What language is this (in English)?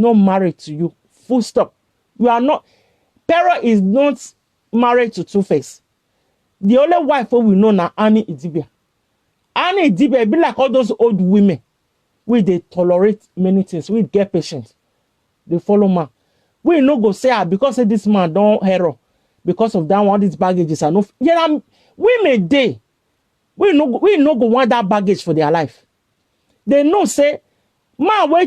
Nigerian Pidgin